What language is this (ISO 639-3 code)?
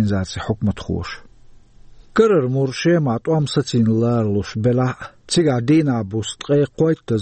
che